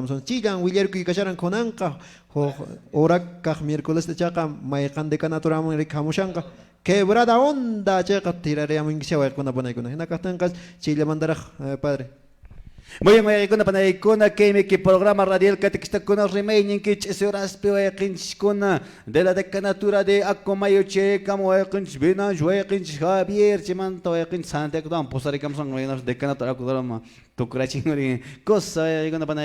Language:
Quechua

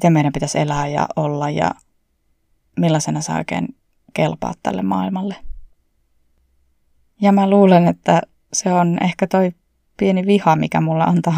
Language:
Finnish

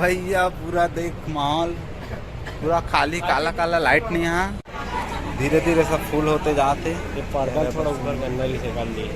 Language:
Chhattisgarhi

